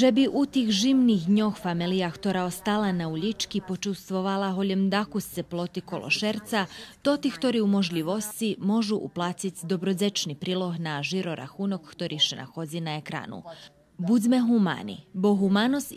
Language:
Rusyn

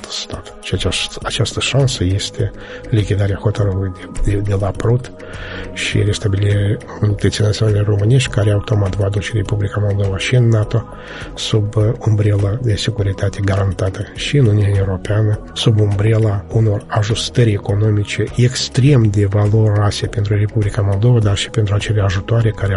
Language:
Romanian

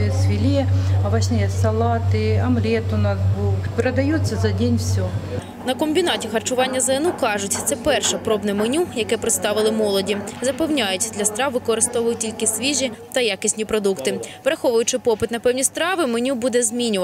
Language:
Ukrainian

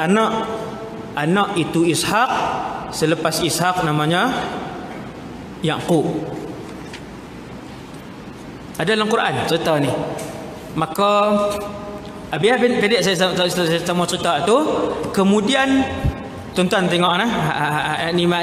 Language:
Malay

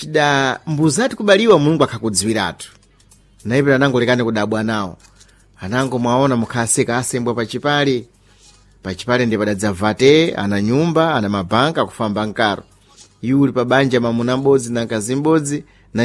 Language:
Sena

